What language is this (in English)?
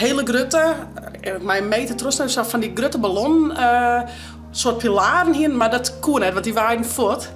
Western Frisian